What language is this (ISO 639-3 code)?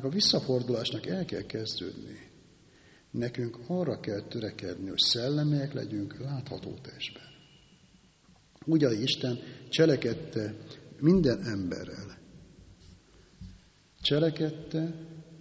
hun